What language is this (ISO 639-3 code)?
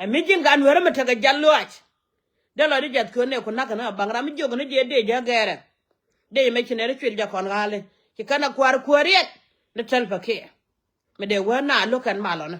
nus